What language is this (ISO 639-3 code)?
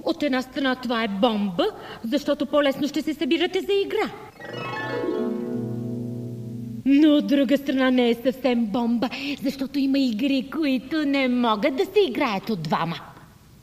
bul